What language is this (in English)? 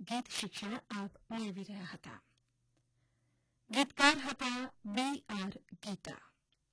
Gujarati